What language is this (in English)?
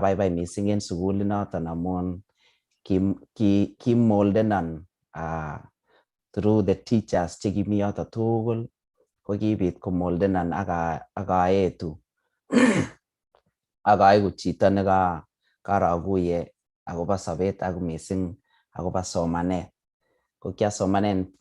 Kalenjin